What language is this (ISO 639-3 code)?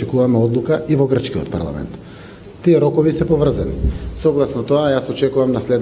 mkd